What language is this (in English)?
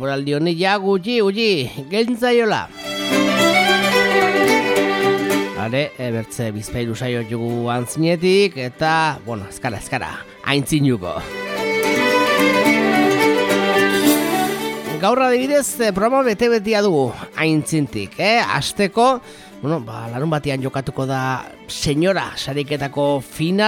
Basque